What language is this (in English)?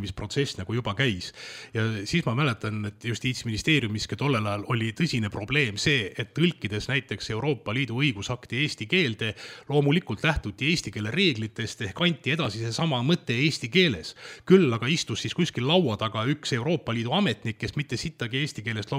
Estonian